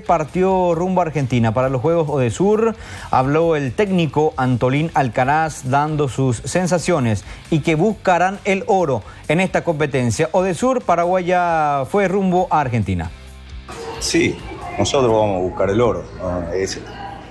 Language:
Spanish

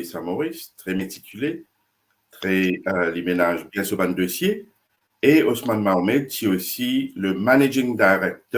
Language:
Morisyen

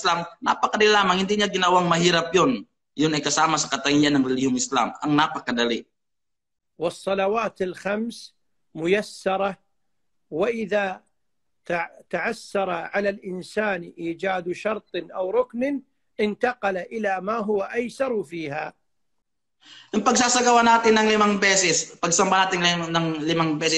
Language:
Filipino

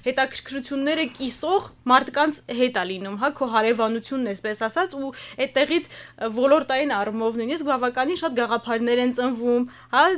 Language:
Armenian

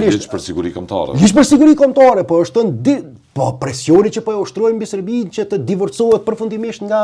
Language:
Albanian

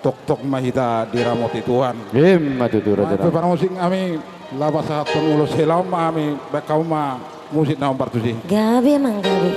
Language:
Batak Toba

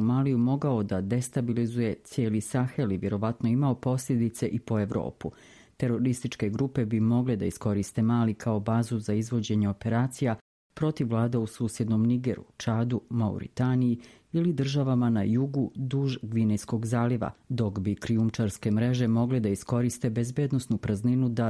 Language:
Bosnian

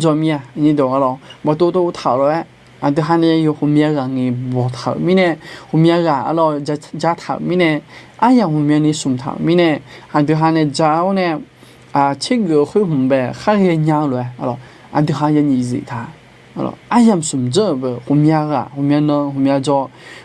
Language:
Akha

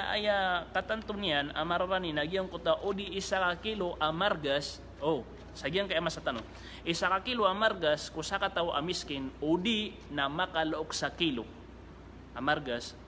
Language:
Maranao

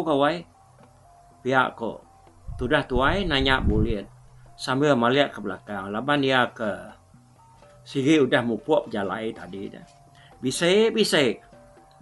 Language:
Iban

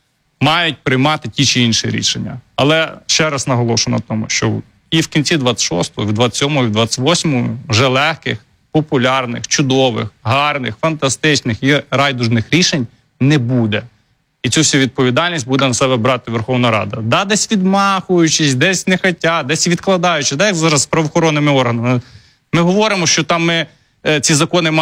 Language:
Ukrainian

